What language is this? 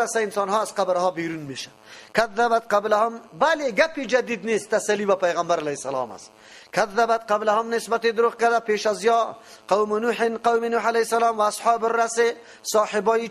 Persian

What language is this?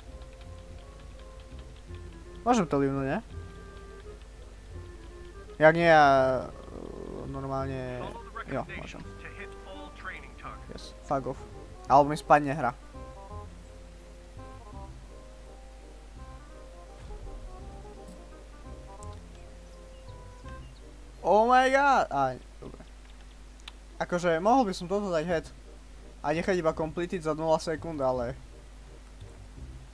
Slovak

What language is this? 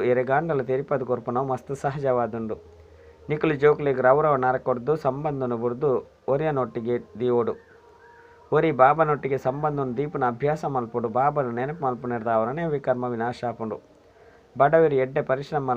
Tulu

